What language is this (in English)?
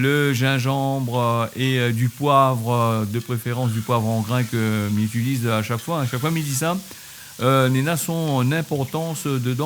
Réunion Creole French